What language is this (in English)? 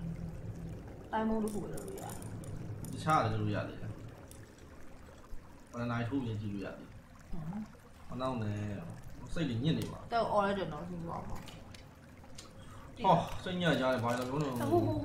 Burmese